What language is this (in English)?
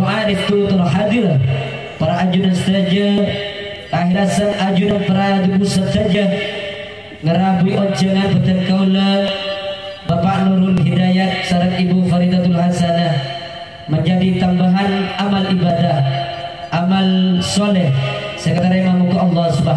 Madurese